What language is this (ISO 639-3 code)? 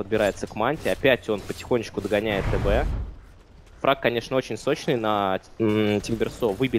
rus